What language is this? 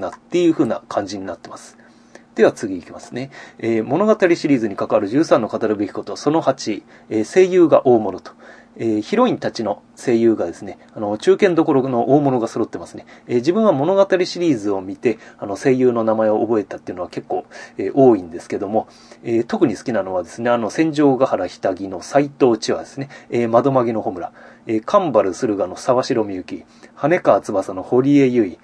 Japanese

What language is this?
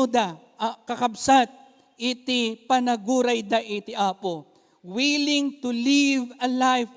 Iloko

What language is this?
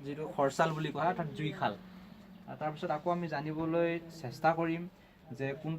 Assamese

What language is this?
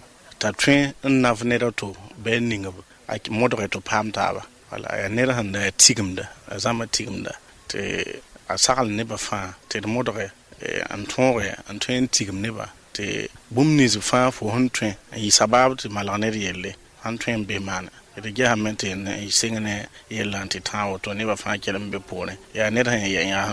Mossi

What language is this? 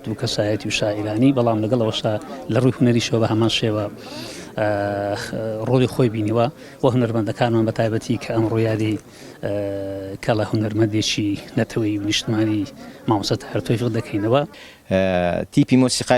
Central Kurdish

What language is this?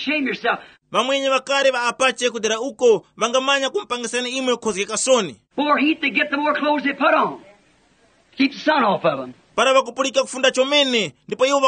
Tumbuka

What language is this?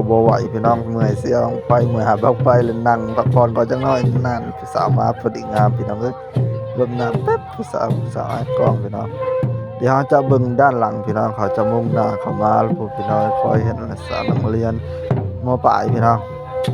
Northeastern Thai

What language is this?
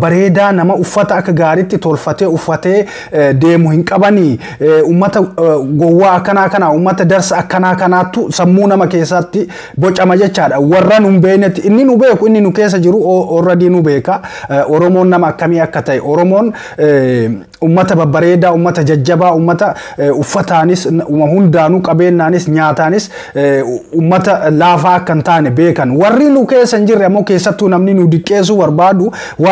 Oromo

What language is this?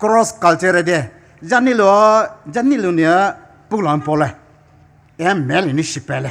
Poumei Naga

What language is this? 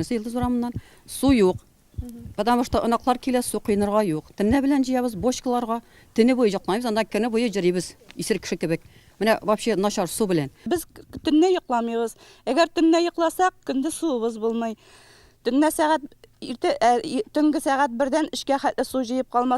Tatar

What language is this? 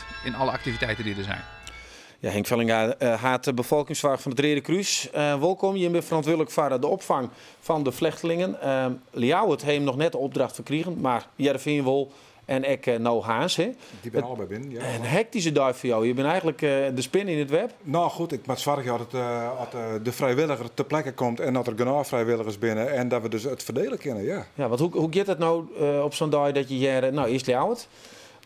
Western Frisian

